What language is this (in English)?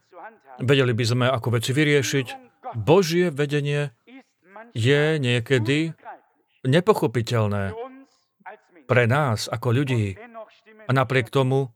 Slovak